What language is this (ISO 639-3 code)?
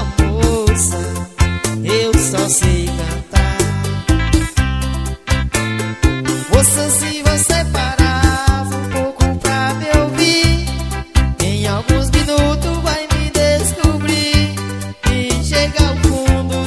por